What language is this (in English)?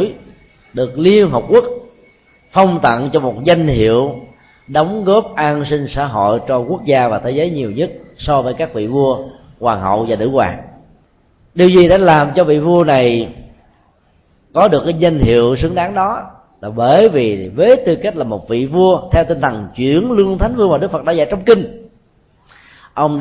Vietnamese